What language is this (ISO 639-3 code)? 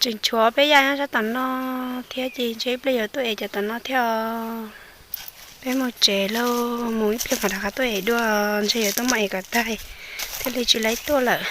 hmn